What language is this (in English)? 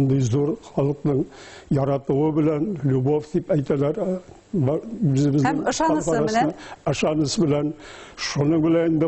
Bashkir